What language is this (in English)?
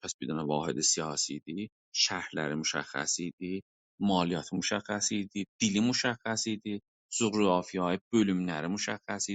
South Azerbaijani